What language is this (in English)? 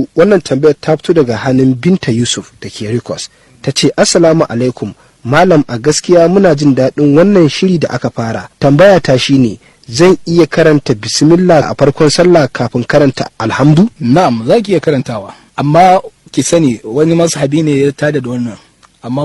Hausa